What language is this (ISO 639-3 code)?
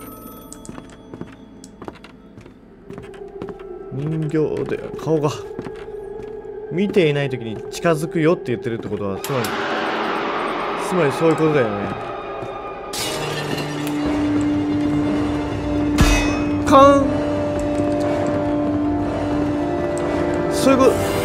jpn